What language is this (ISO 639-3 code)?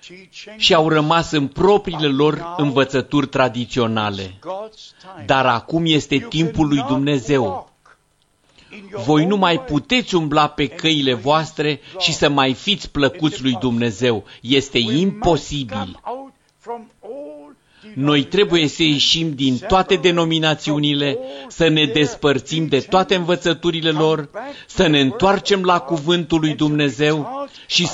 ron